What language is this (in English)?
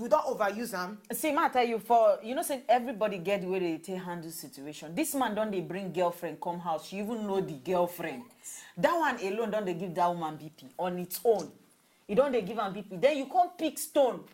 Nigerian Pidgin